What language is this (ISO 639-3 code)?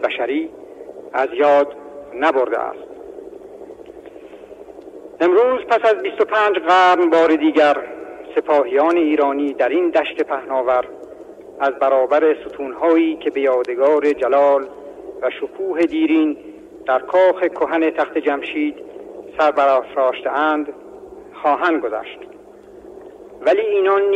fas